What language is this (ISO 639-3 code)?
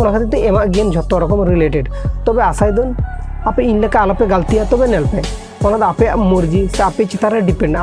sat